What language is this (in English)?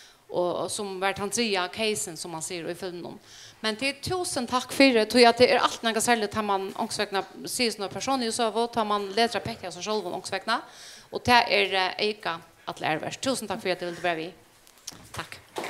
Faroese